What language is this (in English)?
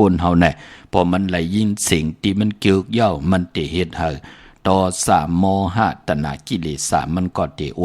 Shan